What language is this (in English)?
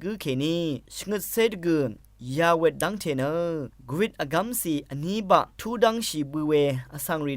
Rawang